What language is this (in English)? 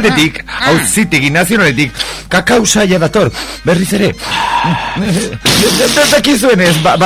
Basque